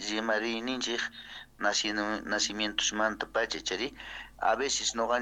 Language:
South Bolivian Quechua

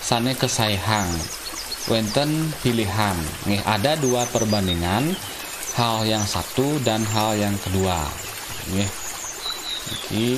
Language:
Balinese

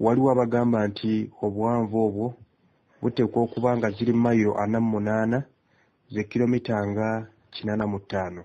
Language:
Ganda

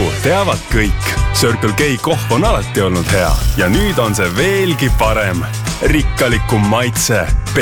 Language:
Estonian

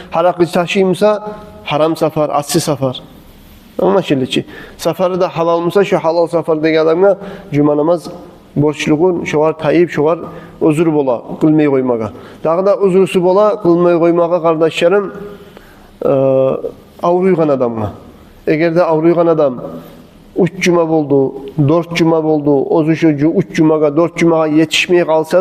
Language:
Kumyk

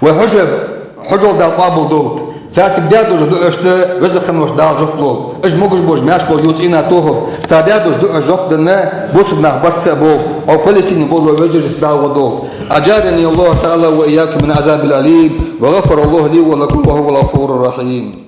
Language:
Ingush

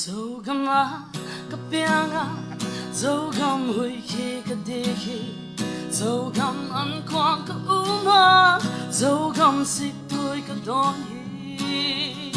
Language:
Tedim Chin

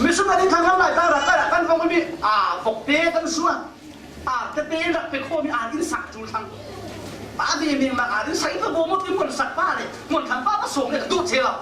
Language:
Falam Chin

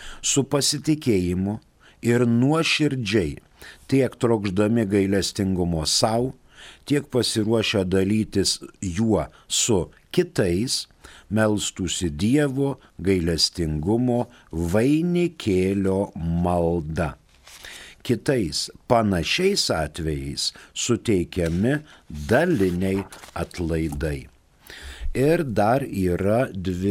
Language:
Lithuanian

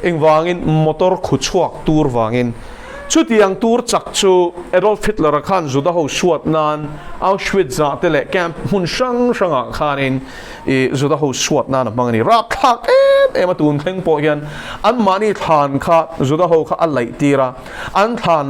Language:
Mizo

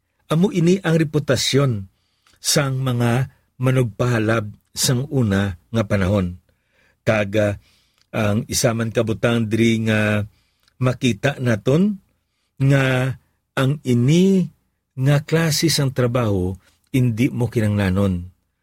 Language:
Hiligaynon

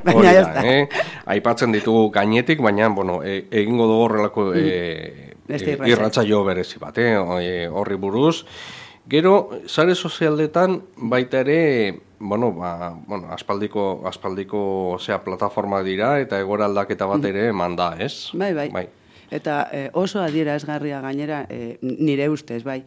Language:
Basque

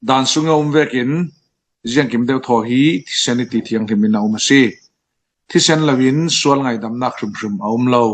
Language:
Falam Chin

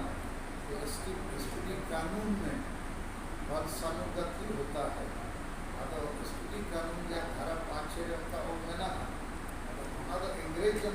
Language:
Santali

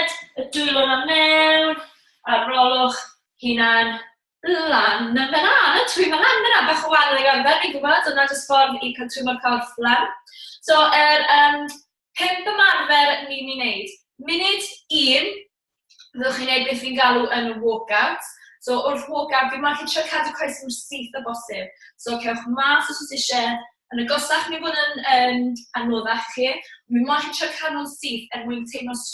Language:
Welsh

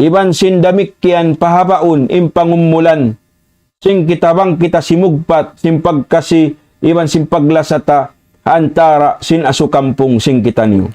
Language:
Tausug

